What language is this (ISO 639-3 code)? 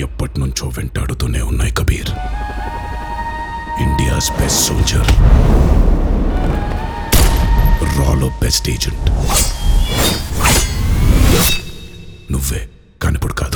tel